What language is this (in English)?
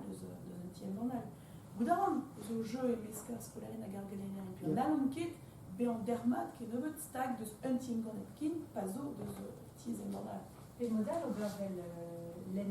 Breton